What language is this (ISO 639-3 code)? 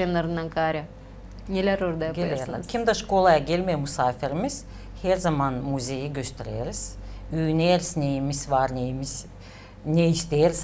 gag